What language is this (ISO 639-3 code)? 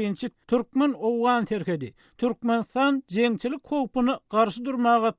tuk